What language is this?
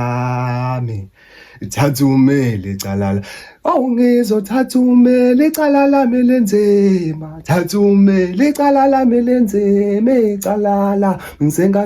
Zulu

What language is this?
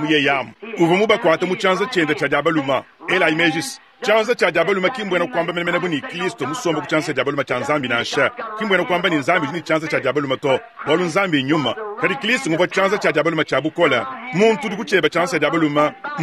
Luba-Lulua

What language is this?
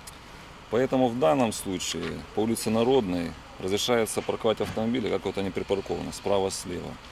Russian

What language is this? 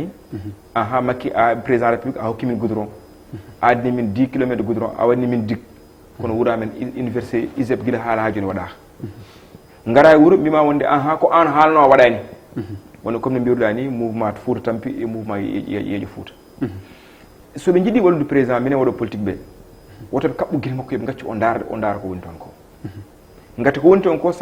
Fula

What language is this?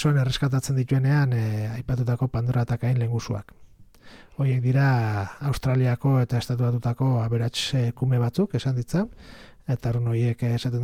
Basque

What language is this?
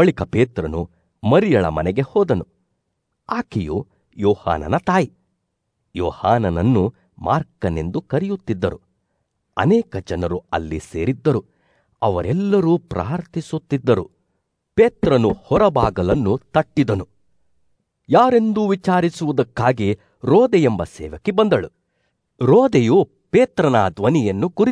Kannada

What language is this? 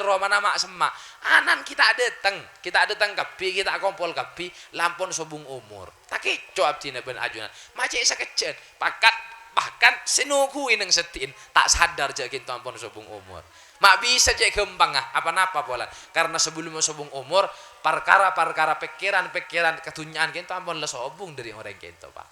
Madurese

